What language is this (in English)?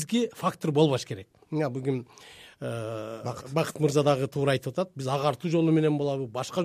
Kyrgyz